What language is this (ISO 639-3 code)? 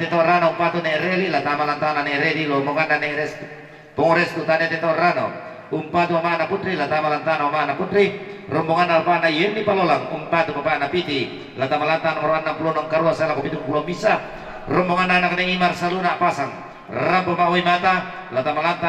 sda